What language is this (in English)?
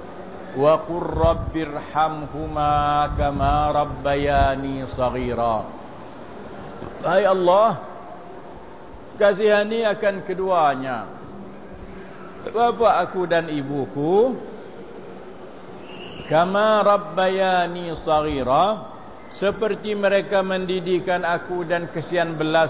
Malay